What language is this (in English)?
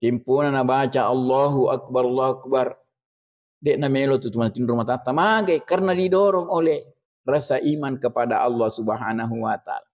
Buginese